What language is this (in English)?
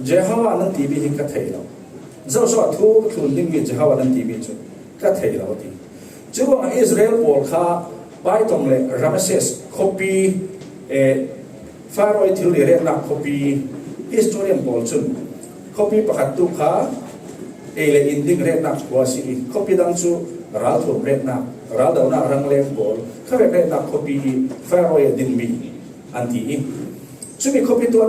Falam Chin